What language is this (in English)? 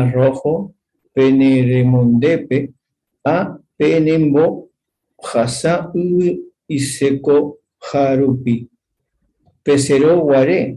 Guarani